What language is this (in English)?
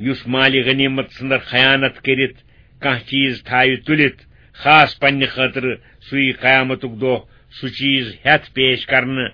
Kashmiri